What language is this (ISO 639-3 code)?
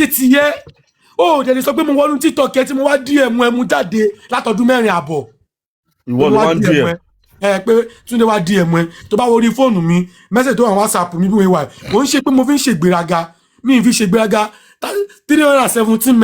yor